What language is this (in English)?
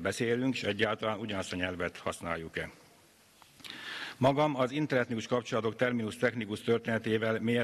Hungarian